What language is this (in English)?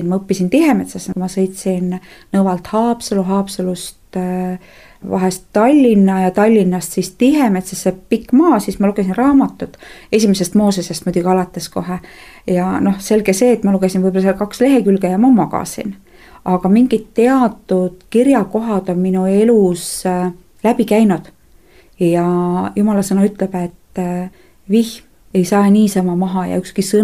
Estonian